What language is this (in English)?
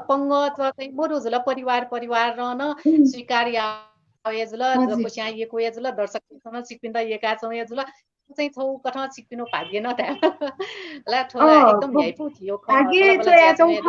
Newari